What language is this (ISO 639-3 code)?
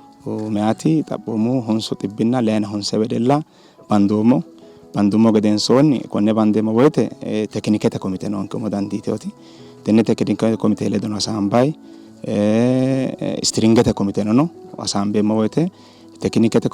sid